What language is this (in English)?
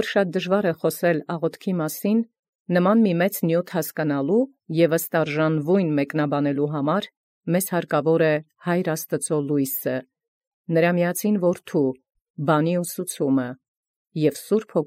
Armenian